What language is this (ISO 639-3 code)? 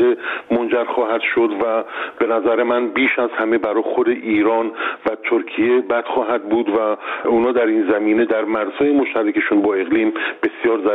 fas